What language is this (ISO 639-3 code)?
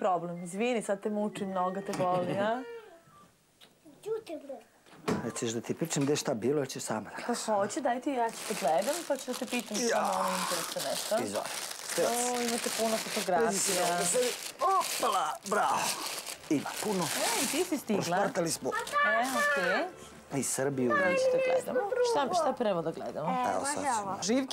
srp